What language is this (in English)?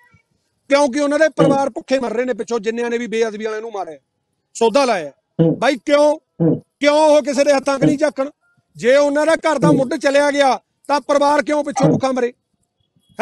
Punjabi